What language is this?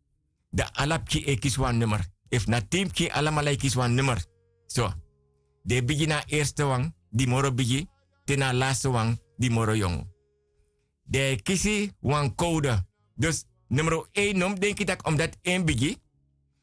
Sranan Tongo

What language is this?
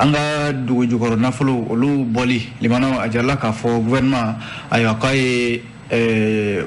Bambara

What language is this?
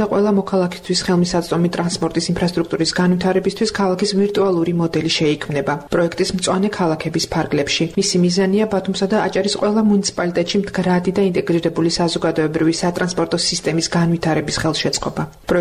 Georgian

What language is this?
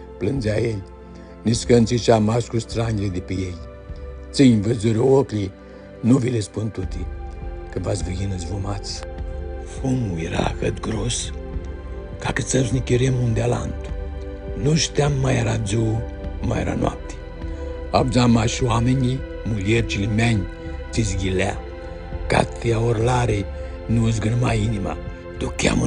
Aromanian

